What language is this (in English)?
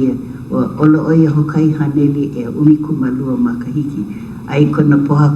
Hawaiian